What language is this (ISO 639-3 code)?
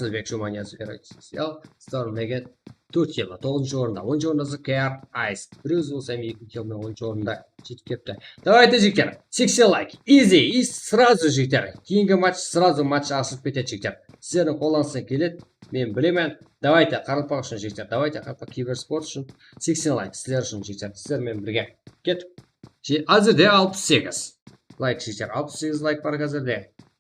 kaa